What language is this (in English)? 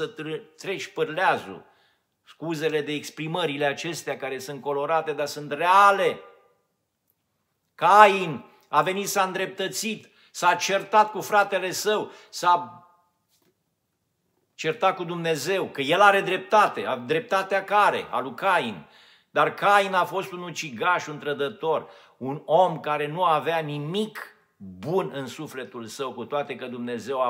Romanian